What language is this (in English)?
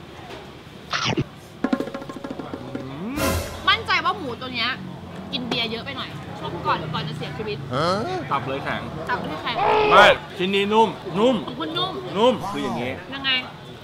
Thai